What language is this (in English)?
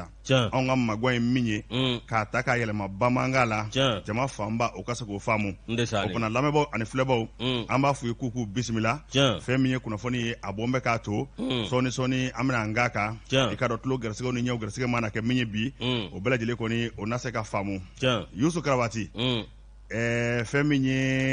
Bambara